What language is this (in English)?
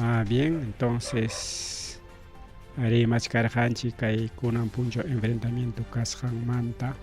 Ayacucho Quechua